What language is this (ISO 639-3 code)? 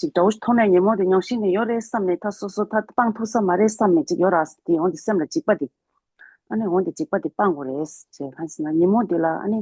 bod